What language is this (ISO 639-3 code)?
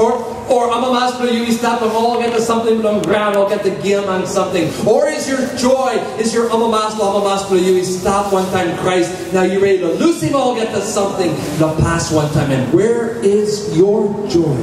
tpi